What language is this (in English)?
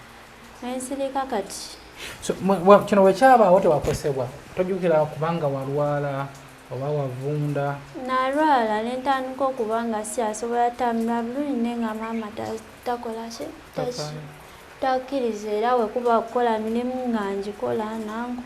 Ganda